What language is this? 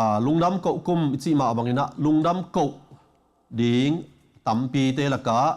Tedim Chin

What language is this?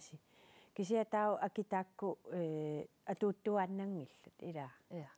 Kalaallisut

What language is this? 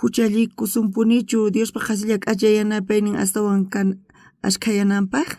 South Bolivian Quechua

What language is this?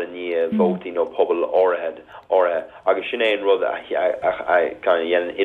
Irish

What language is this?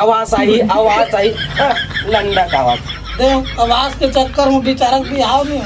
Chhattisgarhi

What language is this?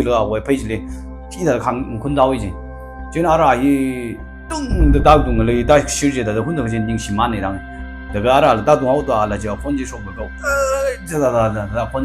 Tangkhul Naga (India)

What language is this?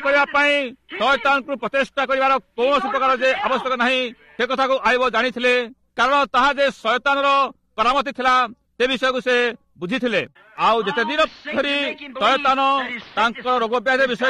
Odia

